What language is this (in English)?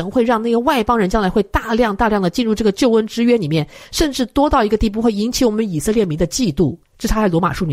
Chinese